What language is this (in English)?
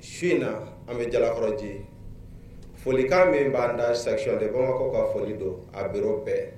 Bambara